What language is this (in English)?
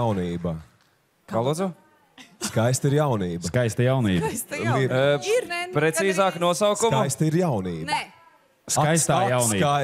Latvian